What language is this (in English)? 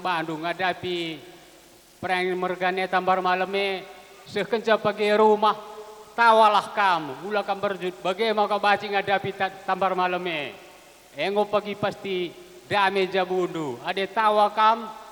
Batak Karo